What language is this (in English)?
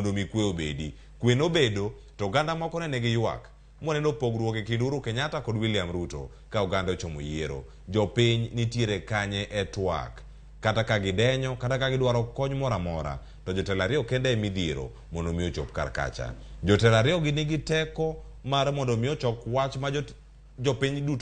Luo (Kenya and Tanzania)